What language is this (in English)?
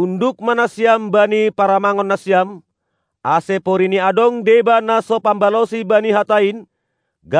Batak Simalungun